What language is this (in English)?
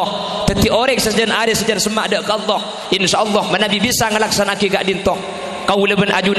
Madurese